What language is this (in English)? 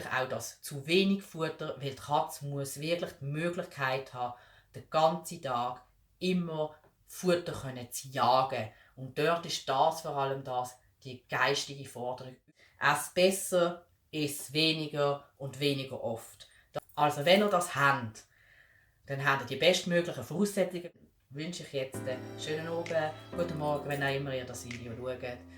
Swiss German